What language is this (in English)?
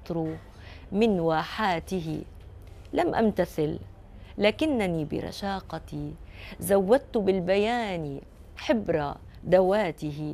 North Levantine Arabic